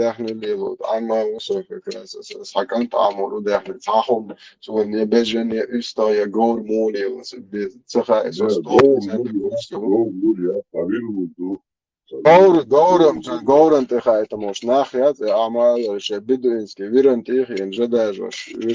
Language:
Chechen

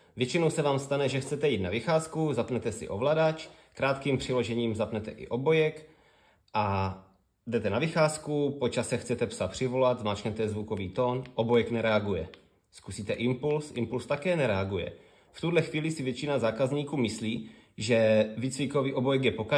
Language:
Czech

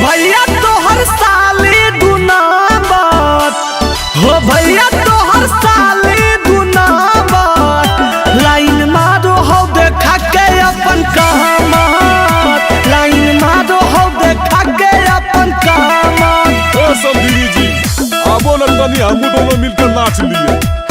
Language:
Magahi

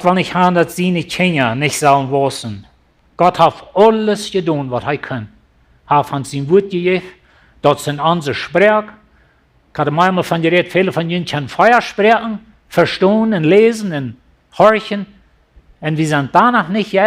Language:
Plautdietsch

